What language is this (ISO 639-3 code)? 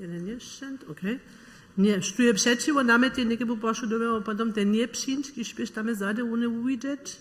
hsb